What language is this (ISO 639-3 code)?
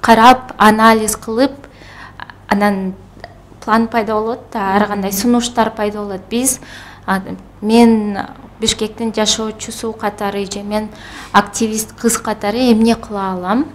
kir